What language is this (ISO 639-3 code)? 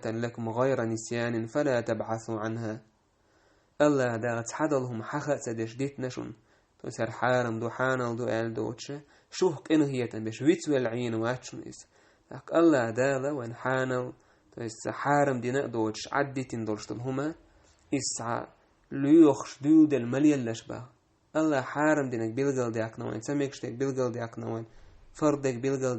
che